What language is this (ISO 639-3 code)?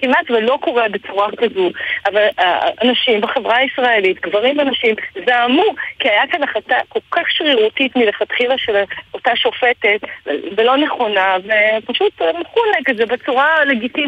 heb